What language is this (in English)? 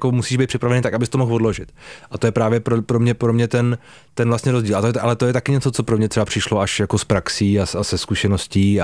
Czech